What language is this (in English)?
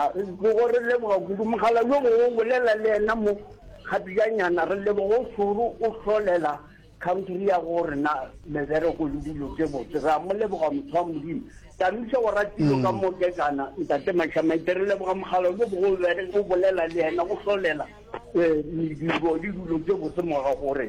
Northern Sotho